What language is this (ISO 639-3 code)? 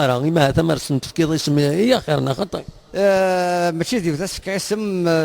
kab